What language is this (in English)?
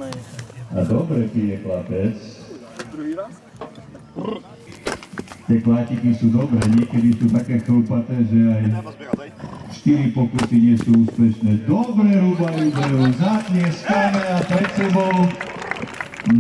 Slovak